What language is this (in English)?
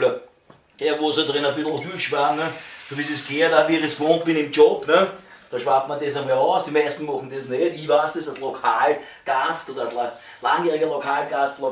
Bavarian